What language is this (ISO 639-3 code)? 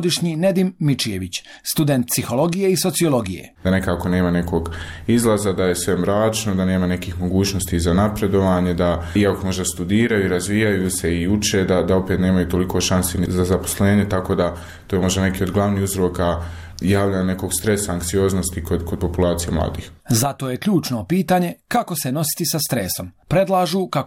bos